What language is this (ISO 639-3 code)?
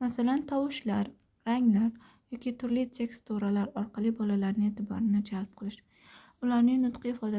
uzb